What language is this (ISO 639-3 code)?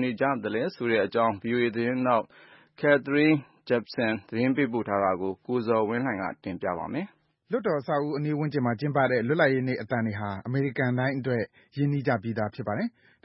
mya